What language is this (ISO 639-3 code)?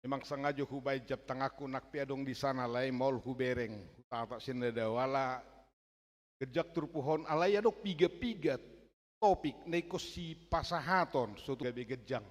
bbc